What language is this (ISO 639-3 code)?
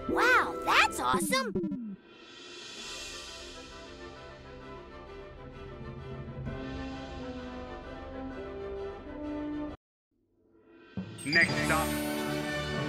eng